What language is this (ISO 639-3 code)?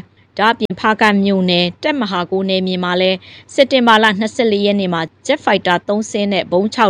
mya